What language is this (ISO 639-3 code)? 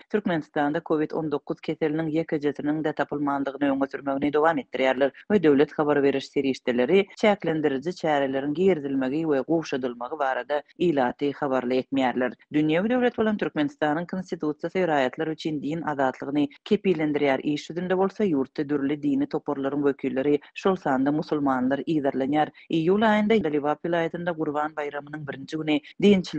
tuk